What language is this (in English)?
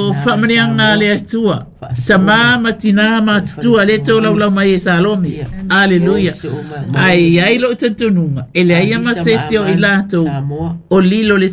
Samoan